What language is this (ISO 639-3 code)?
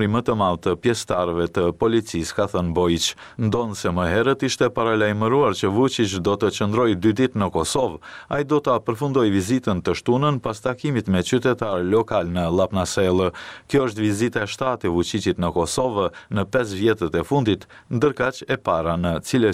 sqi